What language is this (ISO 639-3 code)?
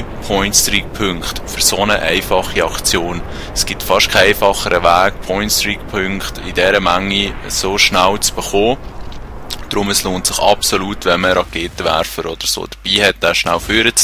gsw